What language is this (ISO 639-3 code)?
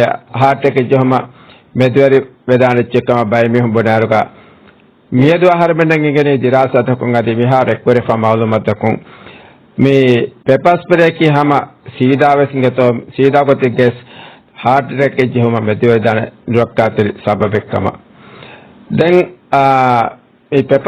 div